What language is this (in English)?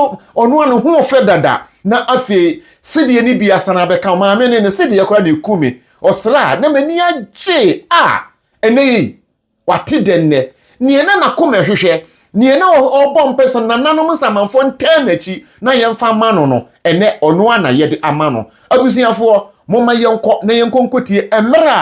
Akan